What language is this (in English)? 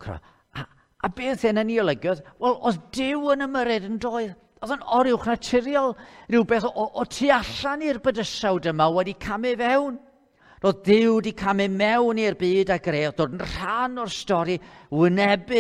Welsh